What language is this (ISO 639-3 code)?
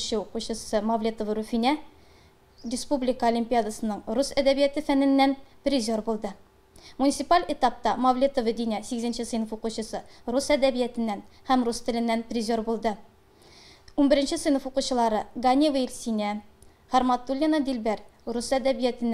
tat